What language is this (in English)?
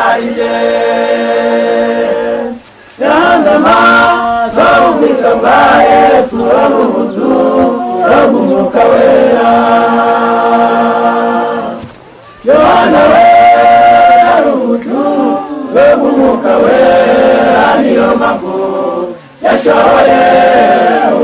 Kinyarwanda